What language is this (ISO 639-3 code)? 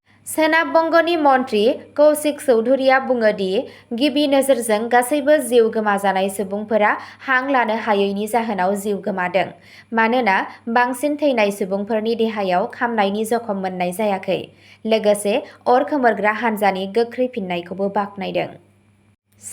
brx